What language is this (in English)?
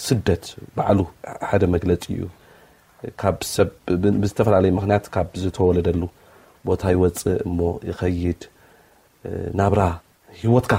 Tigrinya